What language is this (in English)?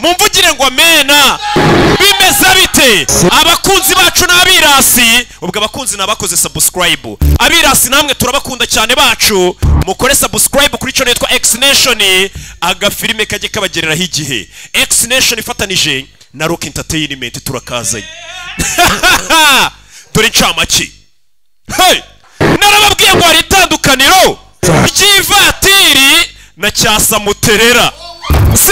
Kinyarwanda